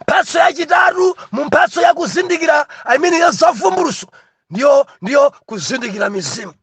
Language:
Nyanja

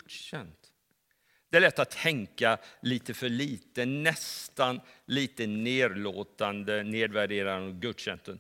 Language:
Swedish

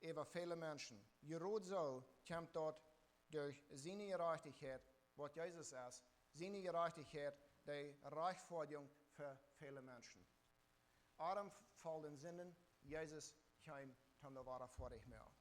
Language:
Plautdietsch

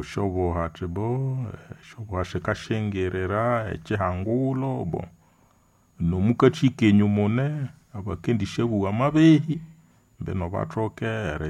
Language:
Nande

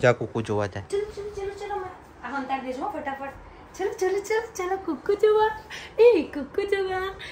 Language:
Gujarati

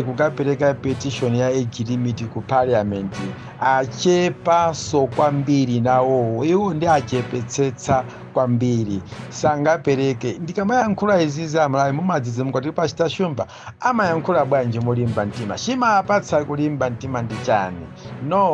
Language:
Nyanja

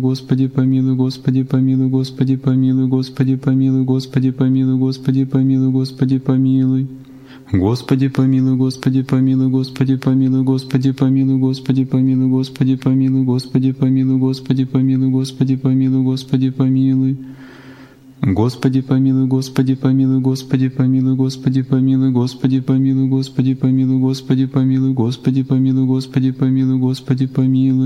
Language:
Russian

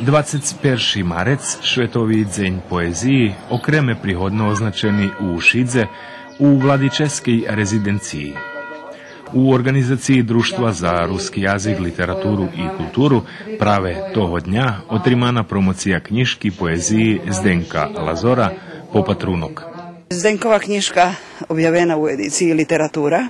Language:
Rusyn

